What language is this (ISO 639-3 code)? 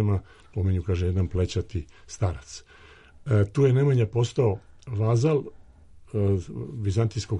srp